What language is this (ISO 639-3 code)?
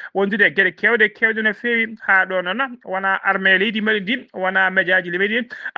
ful